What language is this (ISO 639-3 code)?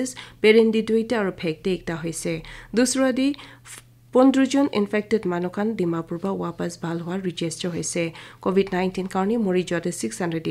nag